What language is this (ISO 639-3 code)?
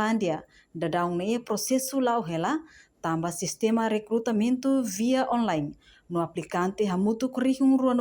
tet